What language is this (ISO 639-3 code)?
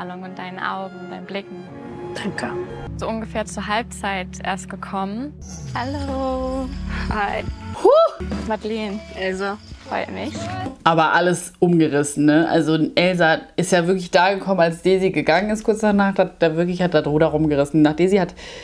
deu